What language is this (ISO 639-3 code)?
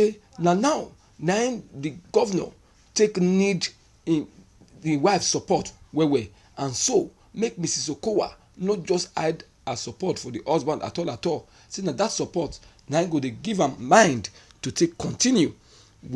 pcm